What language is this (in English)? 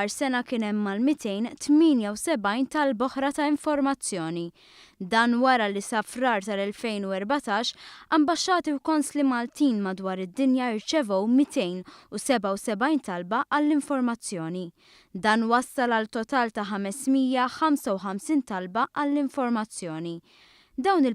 Maltese